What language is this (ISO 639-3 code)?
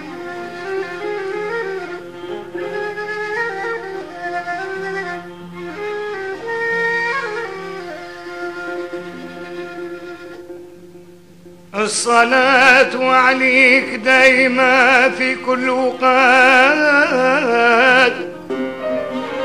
ara